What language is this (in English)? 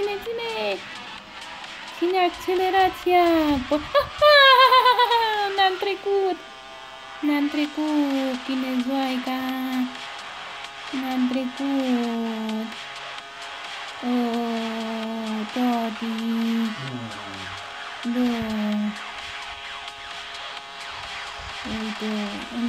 Romanian